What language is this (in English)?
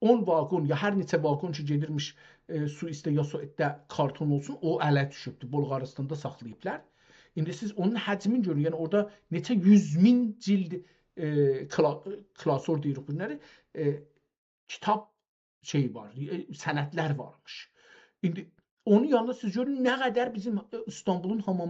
South Azerbaijani